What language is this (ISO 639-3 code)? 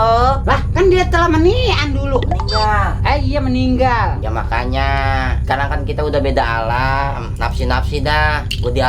bew